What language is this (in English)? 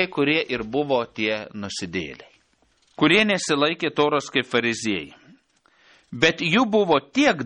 Lithuanian